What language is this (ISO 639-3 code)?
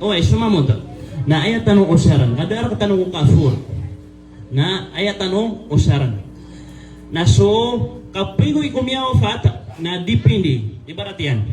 mrw